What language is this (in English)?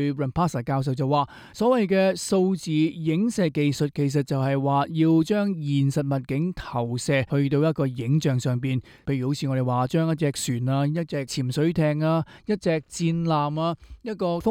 Cantonese